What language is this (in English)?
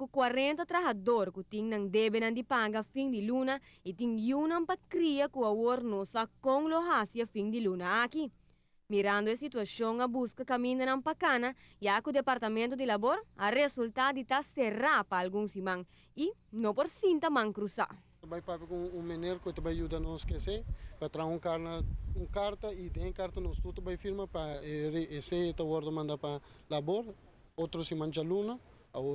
Papiamento